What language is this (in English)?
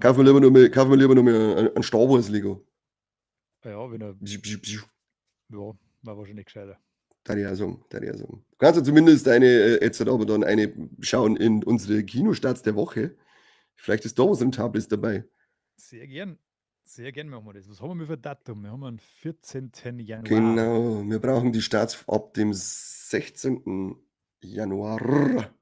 Bavarian